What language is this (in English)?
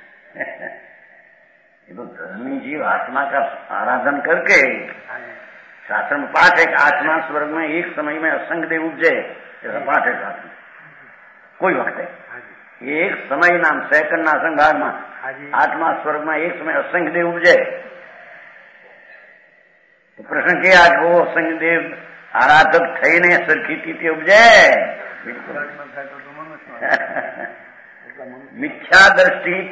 Hindi